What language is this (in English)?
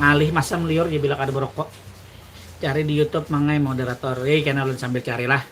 Banjar